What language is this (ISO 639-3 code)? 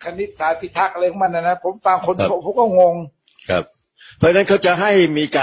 tha